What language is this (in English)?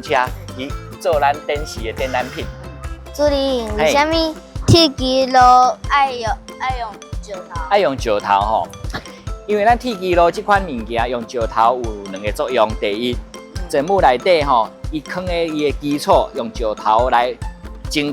Min Nan Chinese